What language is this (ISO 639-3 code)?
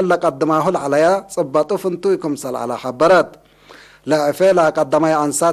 tig